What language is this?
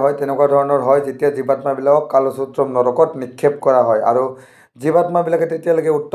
Assamese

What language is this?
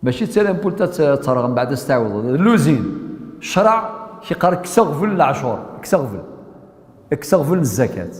Kabyle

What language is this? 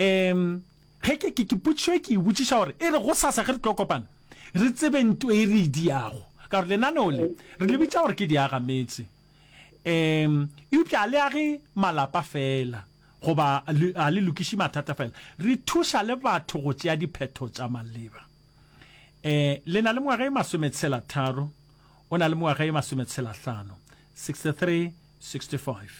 Northern Sotho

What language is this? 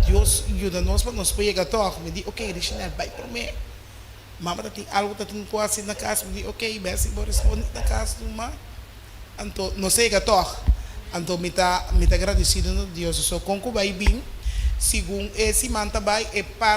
Papiamento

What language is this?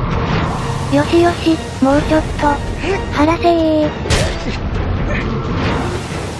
Japanese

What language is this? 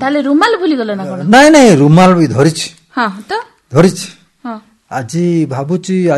Odia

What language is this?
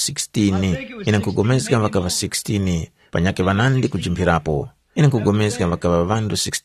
Tumbuka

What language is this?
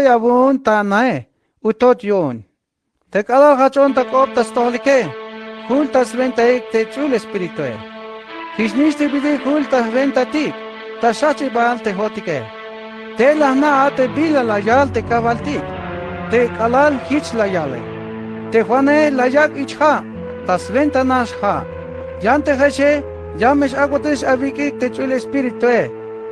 Tzeltal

